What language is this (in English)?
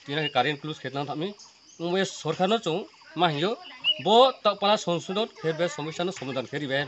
Riang (India)